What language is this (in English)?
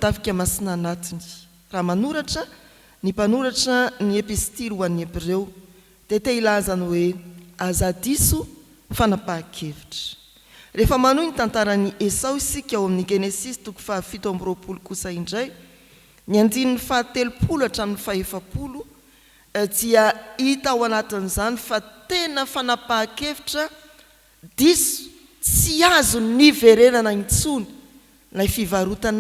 Malagasy